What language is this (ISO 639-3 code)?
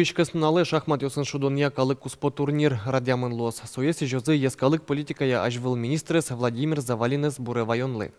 udm